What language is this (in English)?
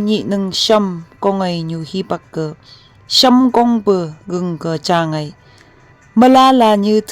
Phom Naga